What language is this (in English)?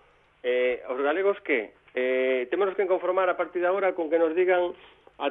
Galician